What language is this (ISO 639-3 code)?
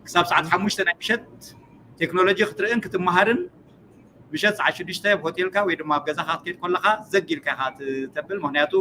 tir